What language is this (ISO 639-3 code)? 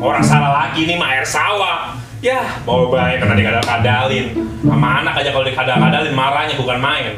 bew